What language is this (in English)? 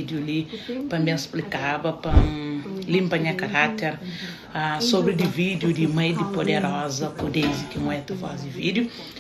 Kabuverdianu